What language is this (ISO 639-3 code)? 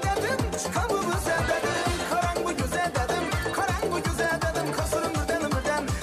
kaa